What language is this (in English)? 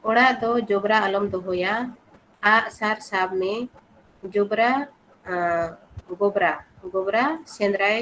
Santali